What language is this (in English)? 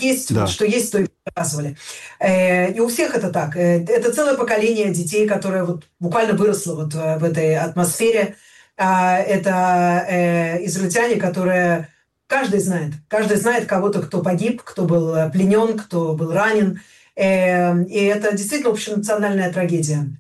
Russian